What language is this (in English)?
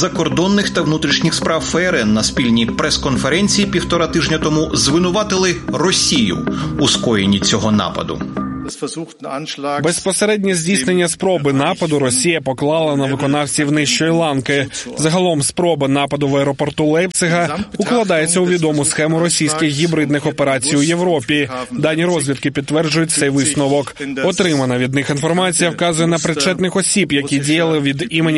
Ukrainian